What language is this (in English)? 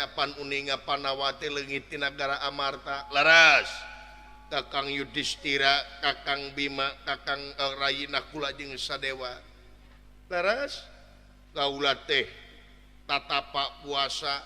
Sundanese